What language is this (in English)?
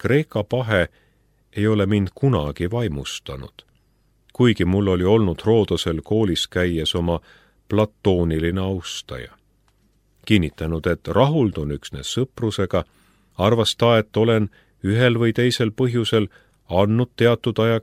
Estonian